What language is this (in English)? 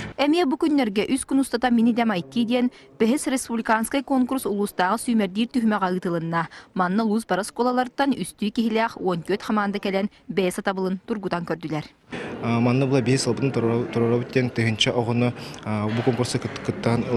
Yakut